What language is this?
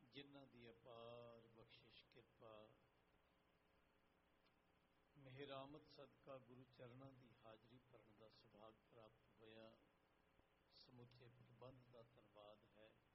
Punjabi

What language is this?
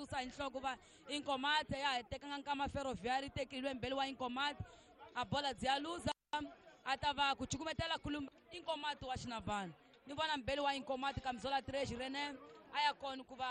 Tsonga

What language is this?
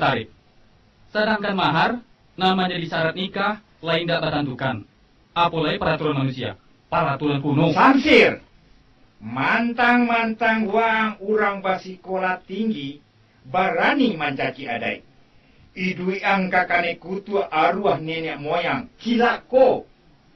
Minangkabau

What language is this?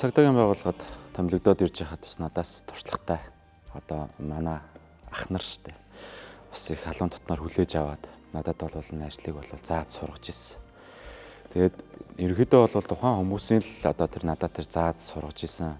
Mongolian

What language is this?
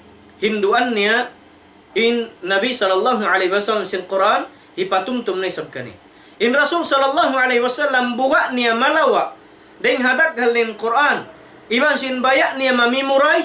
Tausug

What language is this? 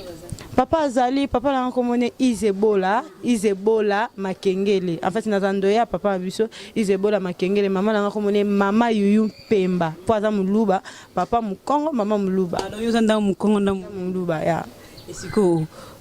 Lingala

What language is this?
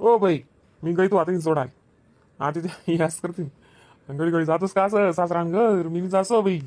Khandesi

